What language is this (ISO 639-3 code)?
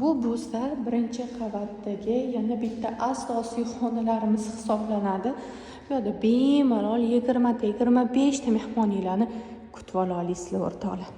uzb